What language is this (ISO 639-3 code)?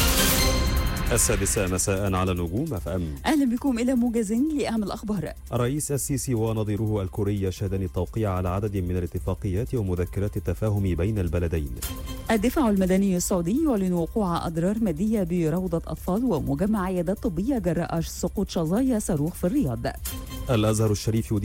arz